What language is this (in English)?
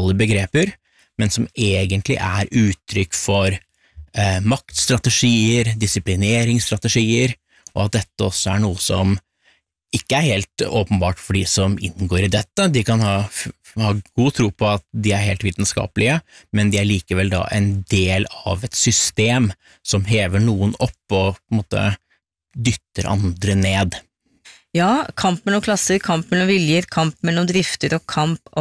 Norwegian